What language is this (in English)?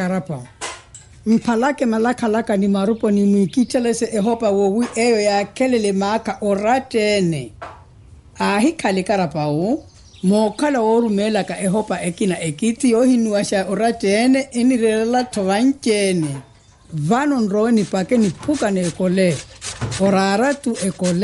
Makhuwa